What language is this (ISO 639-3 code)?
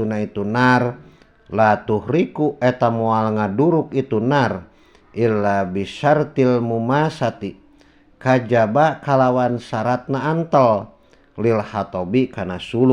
sun